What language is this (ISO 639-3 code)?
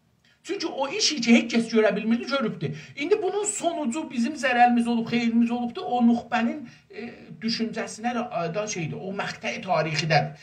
azb